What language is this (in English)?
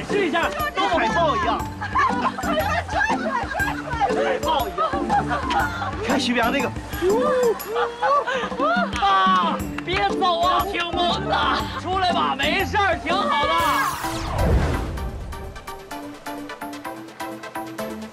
Chinese